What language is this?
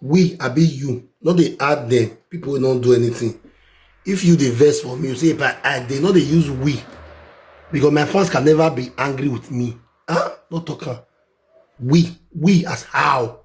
Nigerian Pidgin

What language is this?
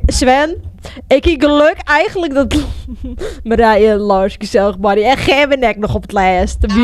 Western Frisian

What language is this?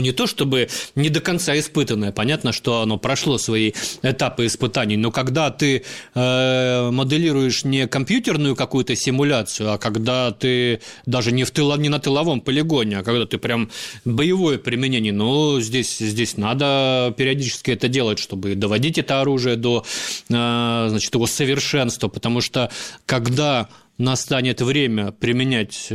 Russian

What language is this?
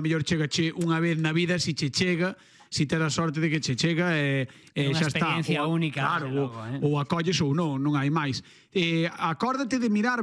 Galician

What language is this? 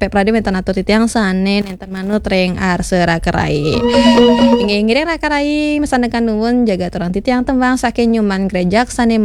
Balinese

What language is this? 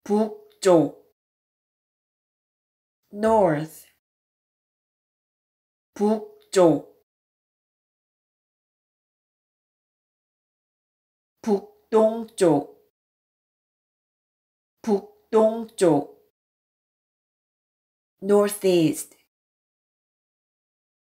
Korean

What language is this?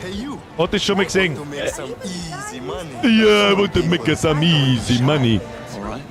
Bavarian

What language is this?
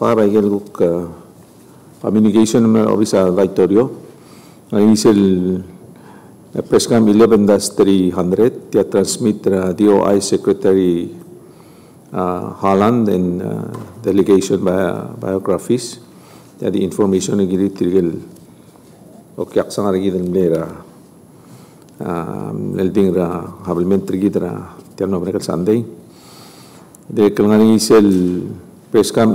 Palauan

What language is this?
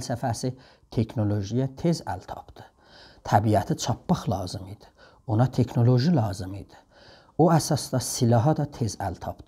South Azerbaijani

